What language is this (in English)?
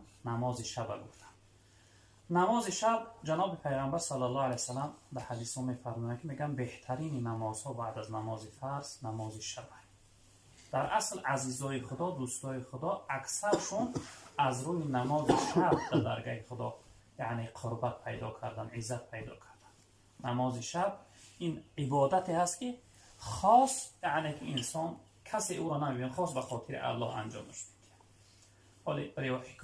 Tajik